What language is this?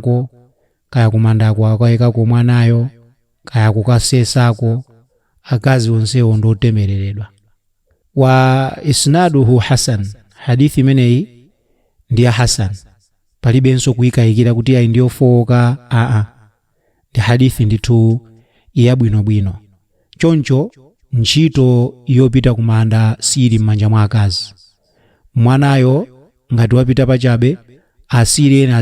Nyanja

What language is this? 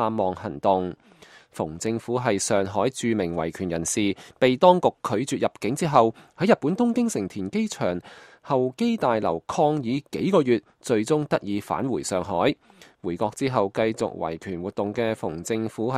Cantonese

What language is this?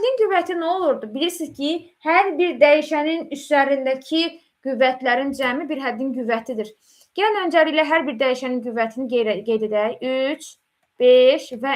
Azerbaijani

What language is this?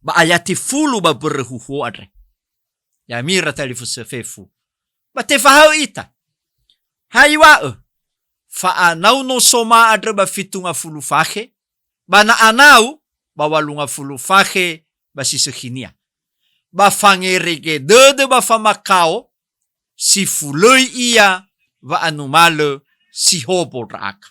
Nias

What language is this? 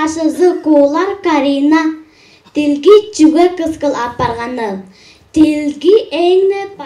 Tuvinian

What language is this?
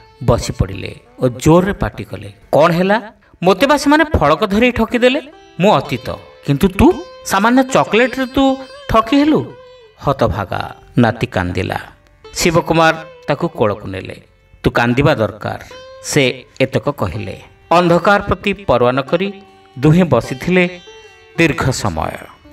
Odia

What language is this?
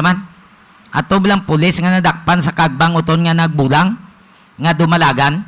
Hiligaynon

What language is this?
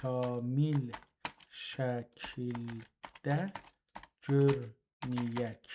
South Azerbaijani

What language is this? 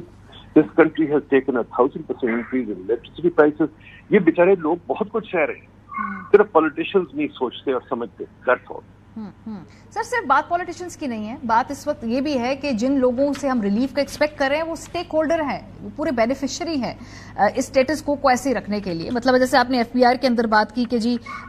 Urdu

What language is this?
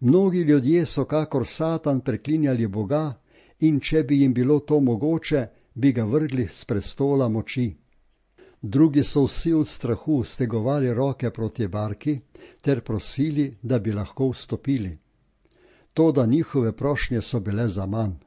Slovenian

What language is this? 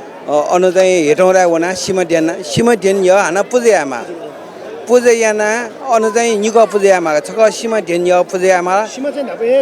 Newari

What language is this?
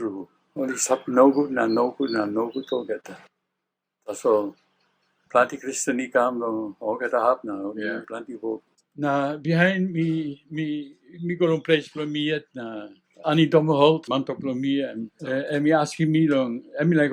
Tok Pisin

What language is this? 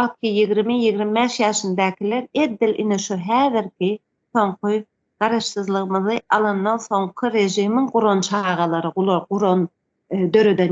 Turkmen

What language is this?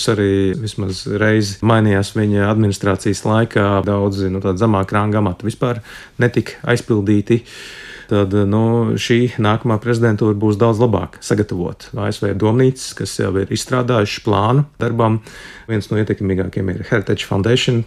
Latvian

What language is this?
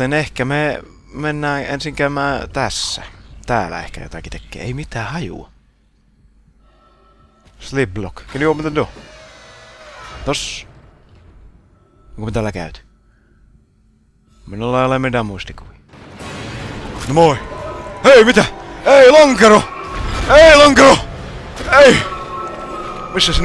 Finnish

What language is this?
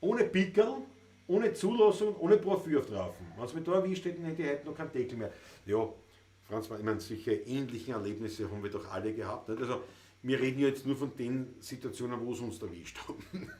Bavarian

